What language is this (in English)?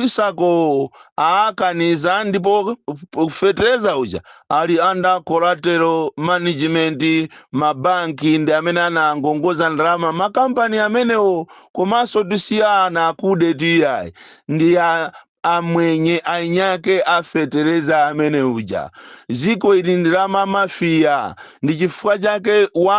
Nyanja